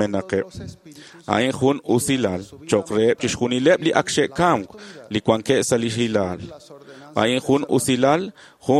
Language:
Kekchí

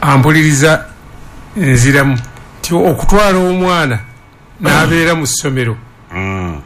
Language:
Ganda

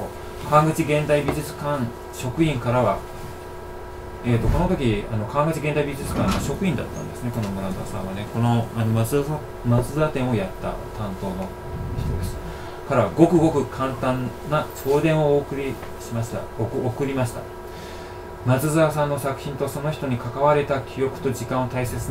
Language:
Japanese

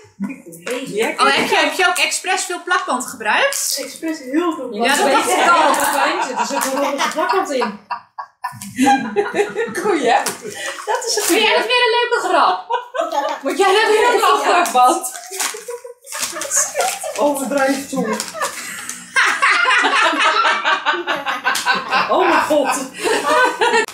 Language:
Dutch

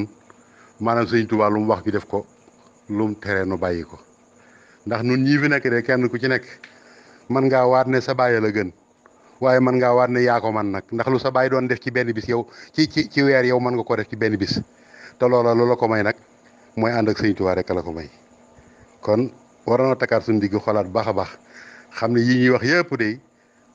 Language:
Wolof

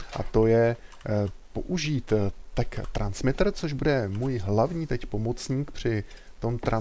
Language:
Czech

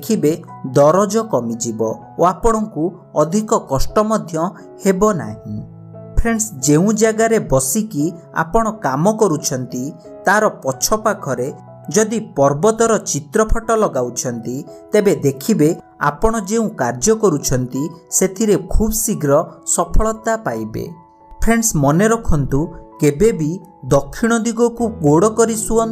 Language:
Odia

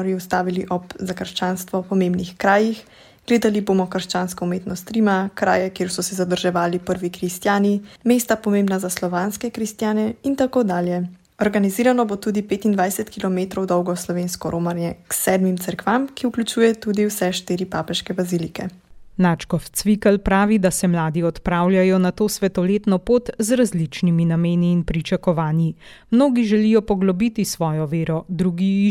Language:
Slovenian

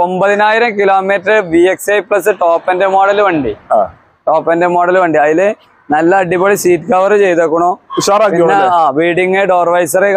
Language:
Malayalam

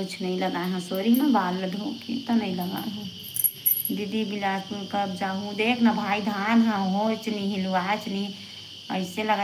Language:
Chhattisgarhi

